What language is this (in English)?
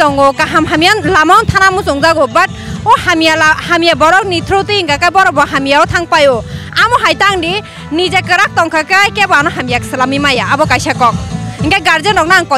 Kok Borok